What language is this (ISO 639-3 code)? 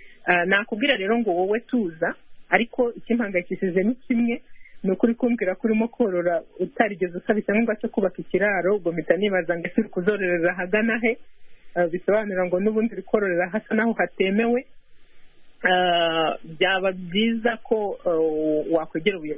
kin